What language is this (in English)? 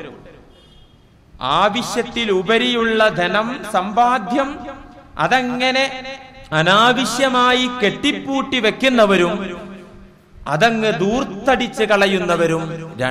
Malayalam